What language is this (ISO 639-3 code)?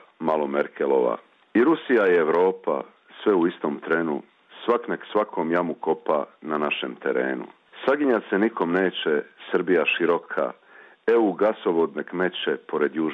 srp